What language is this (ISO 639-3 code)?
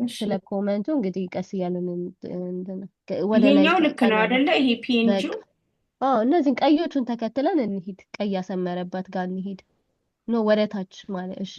amh